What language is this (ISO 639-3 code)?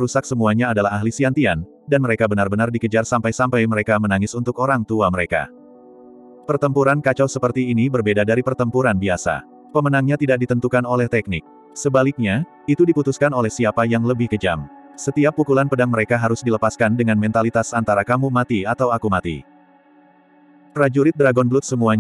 ind